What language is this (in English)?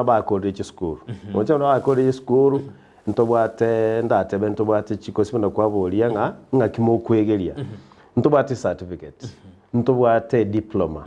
Gusii